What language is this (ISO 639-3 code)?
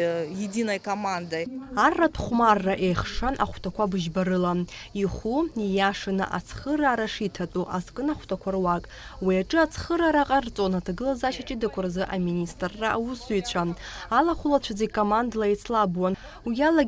abk